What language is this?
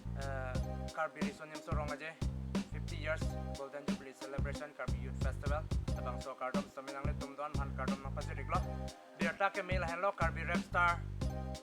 Karbi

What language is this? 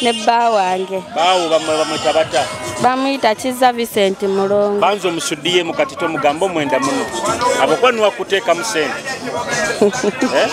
Nyoro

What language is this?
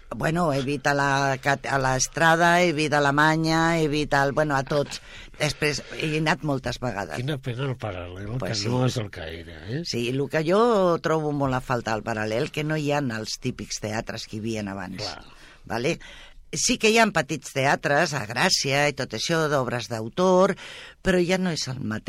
Catalan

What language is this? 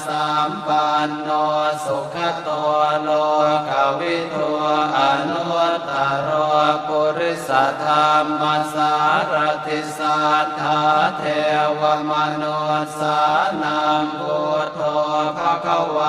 Pali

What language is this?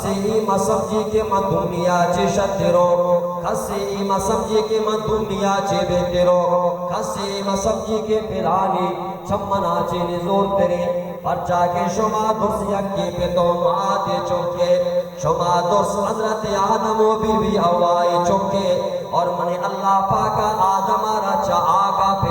Baluchi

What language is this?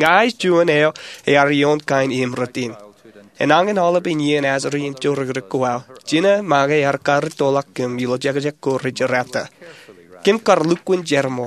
Marshallese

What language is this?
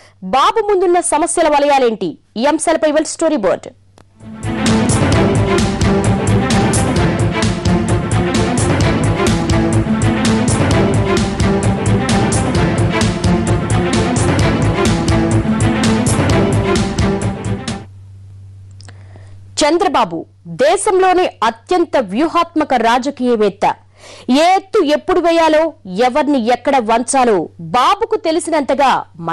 Telugu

